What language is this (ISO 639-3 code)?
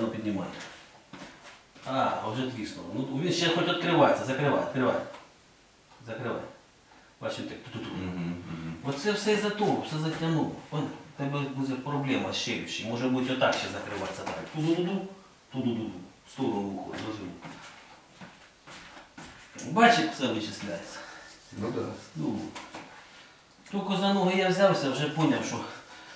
ukr